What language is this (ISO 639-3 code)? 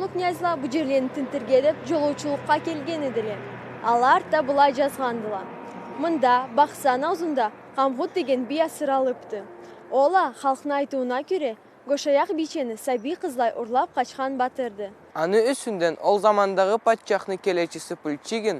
krc